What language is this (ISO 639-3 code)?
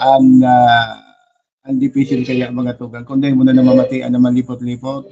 bik